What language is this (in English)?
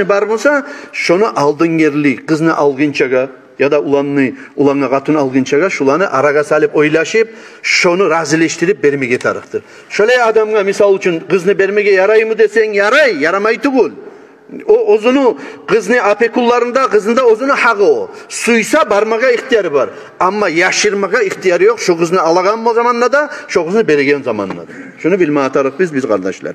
Kumyk